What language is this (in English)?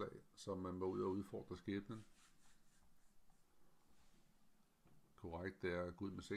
Danish